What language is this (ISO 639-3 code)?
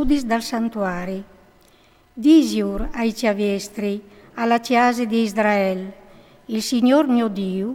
fur